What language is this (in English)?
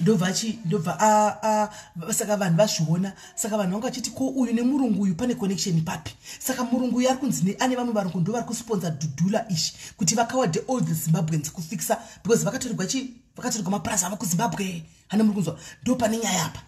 Shona